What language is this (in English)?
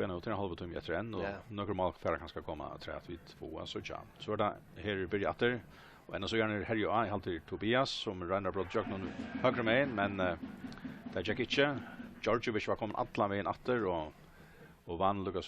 Faroese